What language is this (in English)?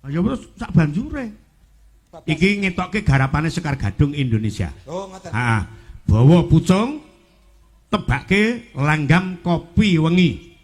Javanese